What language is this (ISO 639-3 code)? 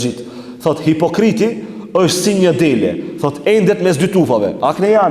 sqi